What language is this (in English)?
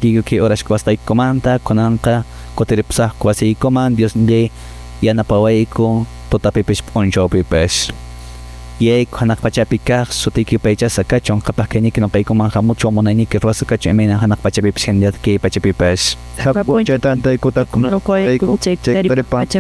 Quechua